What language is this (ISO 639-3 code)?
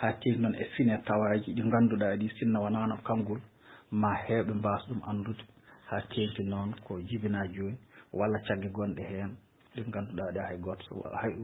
ful